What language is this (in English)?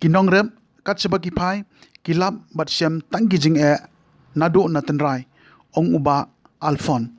Khasi